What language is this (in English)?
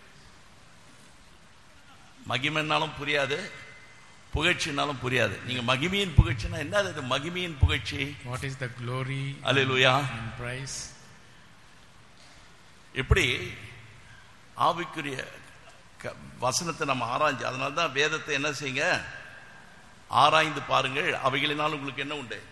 Tamil